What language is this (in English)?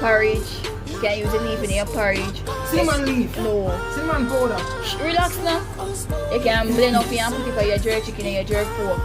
Jamaican Creole English